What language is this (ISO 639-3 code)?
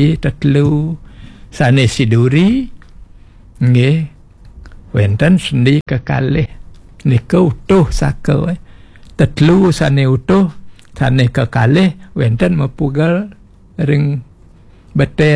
ban